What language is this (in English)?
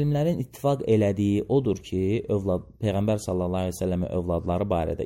Azerbaijani